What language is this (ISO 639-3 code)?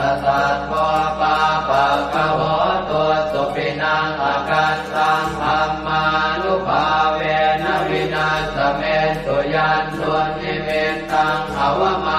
pli